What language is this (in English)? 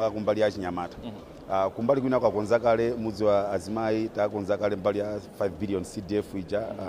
Nyanja